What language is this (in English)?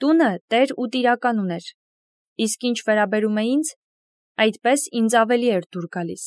Armenian